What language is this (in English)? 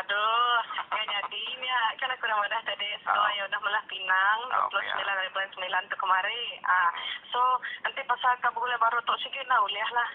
Iban